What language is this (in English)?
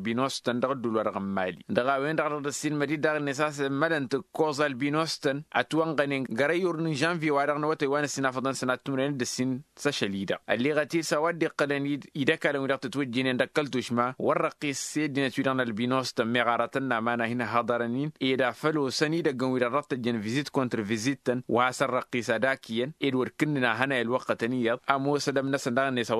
Tamasheq